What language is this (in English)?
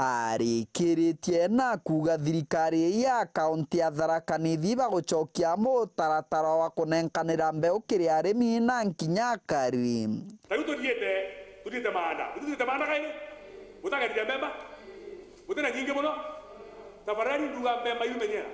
Meru